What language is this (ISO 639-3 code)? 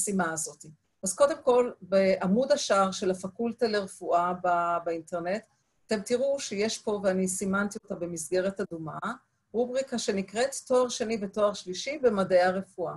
heb